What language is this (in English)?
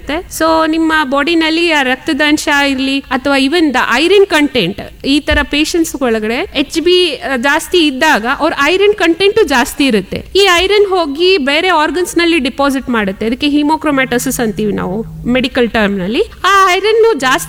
Kannada